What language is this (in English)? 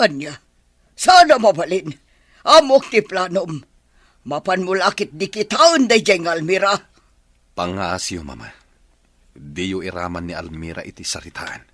Iloko